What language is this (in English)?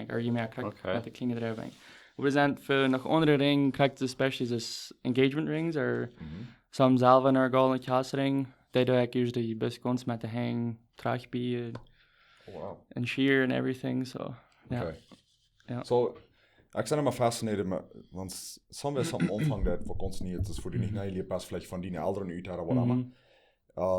Plautdietsch